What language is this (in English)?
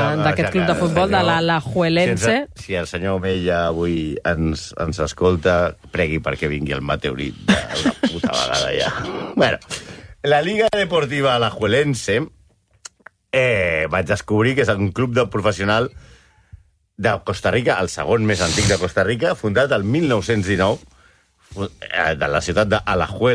Catalan